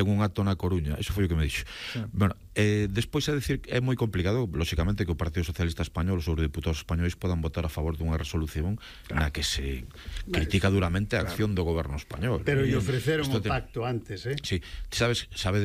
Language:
Galician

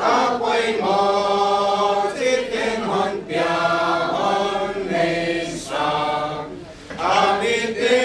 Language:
Paite Chin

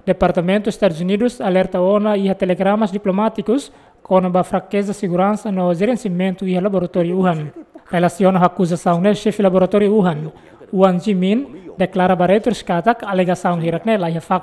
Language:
Tetum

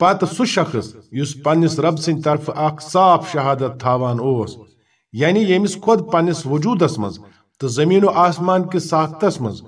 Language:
Kashmiri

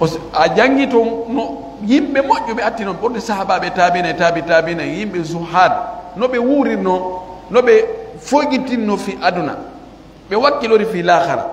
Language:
Pular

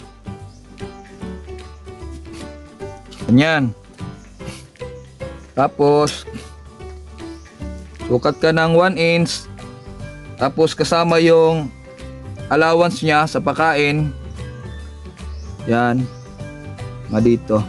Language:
Filipino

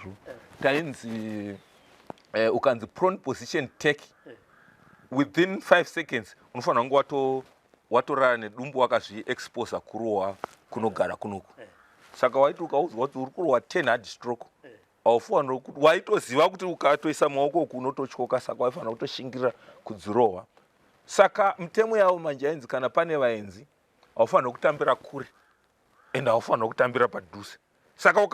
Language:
Shona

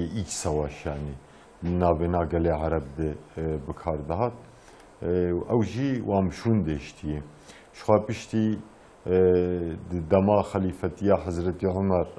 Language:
Kurdish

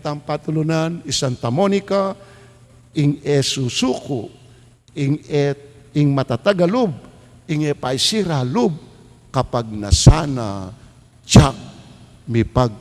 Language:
Pampanga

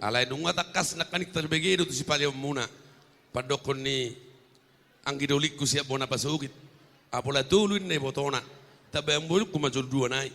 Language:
Batak Toba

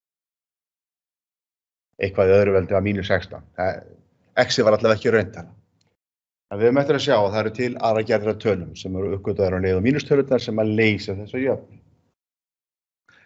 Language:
Icelandic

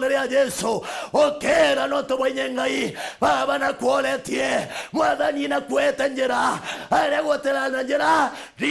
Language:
Meru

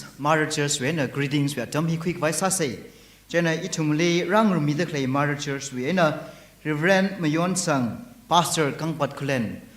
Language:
Tangkhul Naga (India)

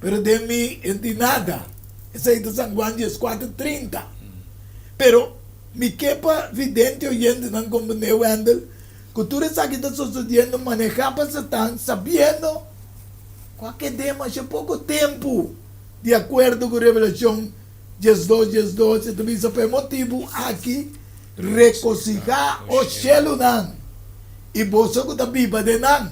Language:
Papiamento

